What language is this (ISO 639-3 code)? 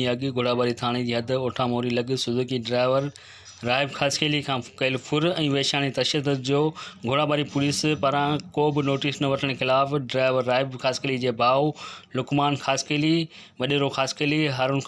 snd